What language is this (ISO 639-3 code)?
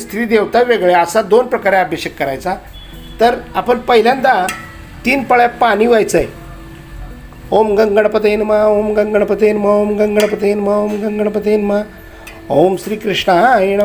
mar